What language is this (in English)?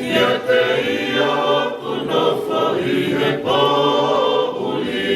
Tongan